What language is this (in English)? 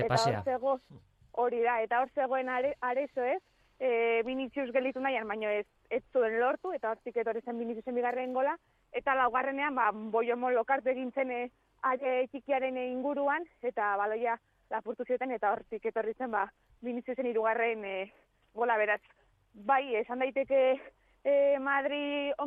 Basque